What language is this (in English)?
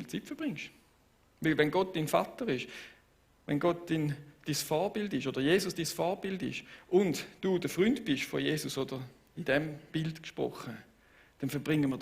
Swiss German